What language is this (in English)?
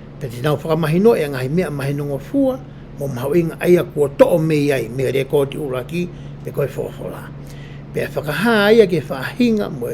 Tongan